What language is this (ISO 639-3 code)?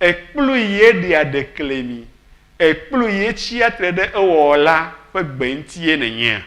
ewe